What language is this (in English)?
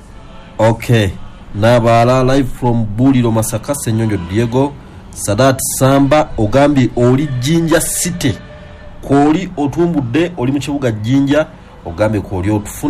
Ganda